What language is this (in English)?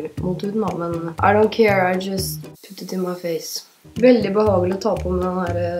Norwegian